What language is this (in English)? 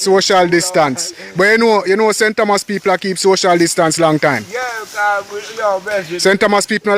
Jamaican Creole English